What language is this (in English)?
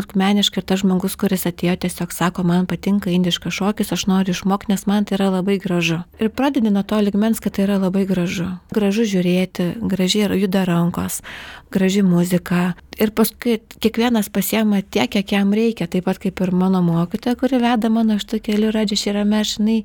Lithuanian